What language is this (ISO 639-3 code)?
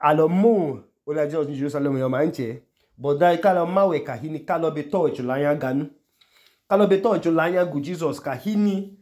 idu